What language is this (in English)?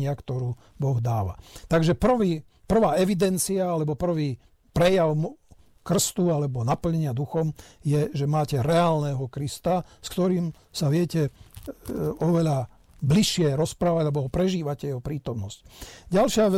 Slovak